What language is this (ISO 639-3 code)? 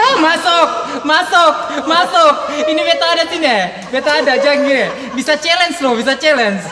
abs